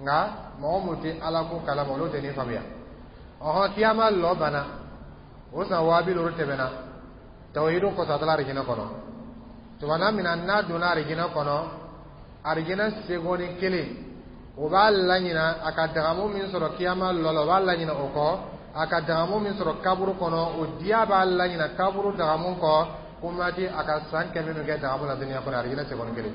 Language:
Dyula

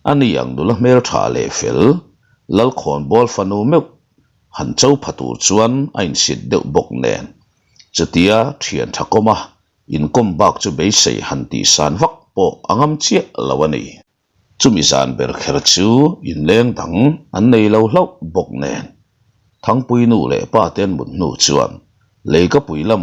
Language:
Mizo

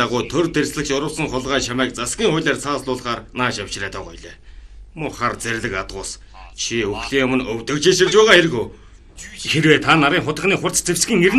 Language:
Mongolian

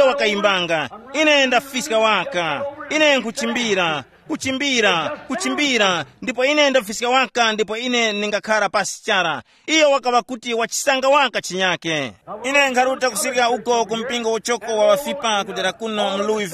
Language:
Tumbuka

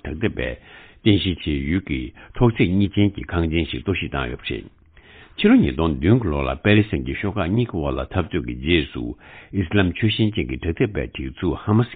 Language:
Tibetan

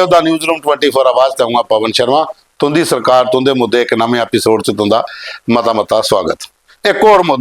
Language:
Dogri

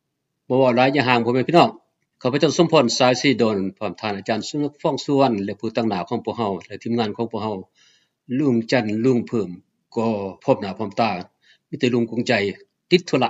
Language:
Lao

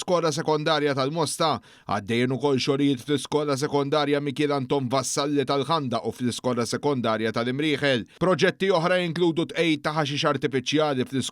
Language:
Maltese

